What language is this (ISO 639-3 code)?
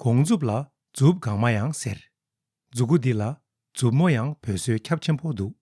bod